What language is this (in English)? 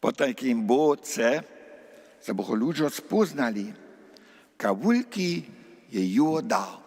Upper Sorbian